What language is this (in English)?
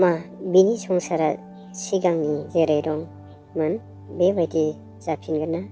Bodo